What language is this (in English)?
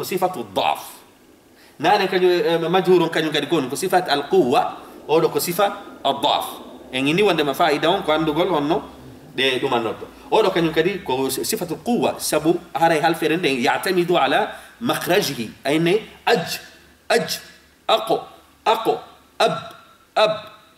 Fula